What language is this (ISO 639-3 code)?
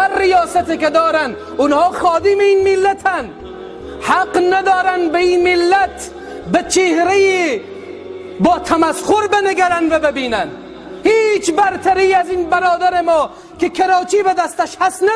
tgk